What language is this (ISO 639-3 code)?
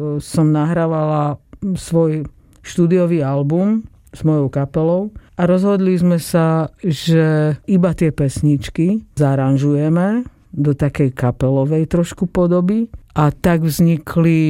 slk